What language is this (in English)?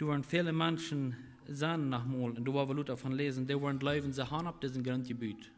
Plautdietsch